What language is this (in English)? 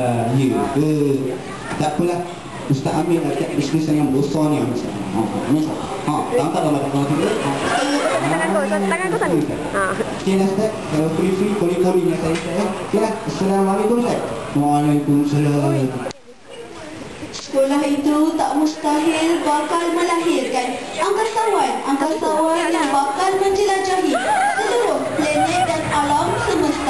Malay